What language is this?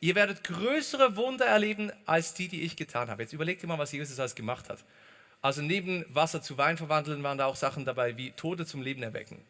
Swiss German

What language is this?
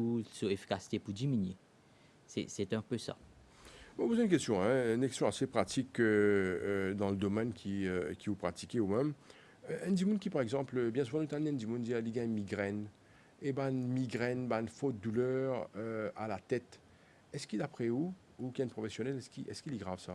Morisyen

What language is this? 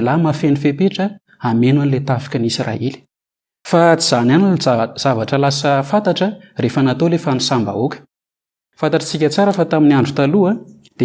Malagasy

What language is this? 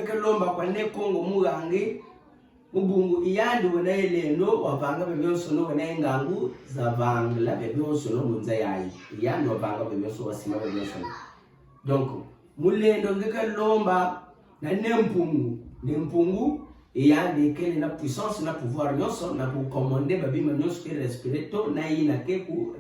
Kituba (Democratic Republic of Congo)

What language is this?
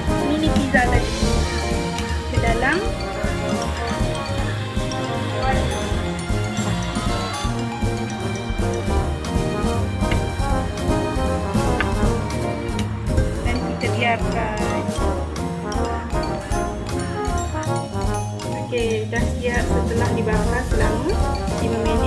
Malay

